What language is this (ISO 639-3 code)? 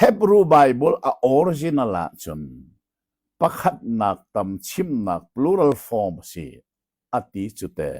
cnh